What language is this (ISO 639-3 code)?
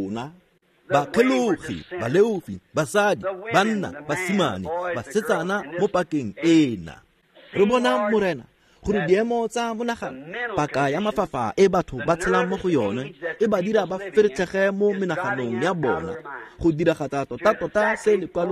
tsn